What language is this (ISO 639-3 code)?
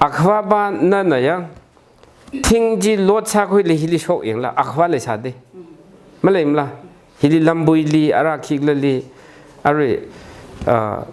nmf